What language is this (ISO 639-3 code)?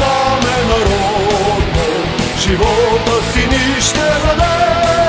bul